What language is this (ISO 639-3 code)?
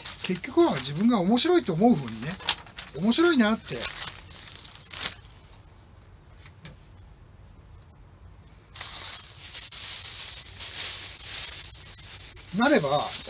jpn